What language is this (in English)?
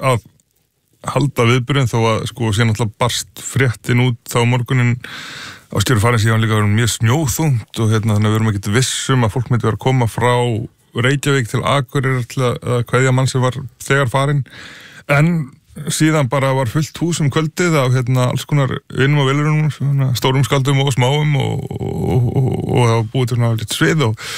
Icelandic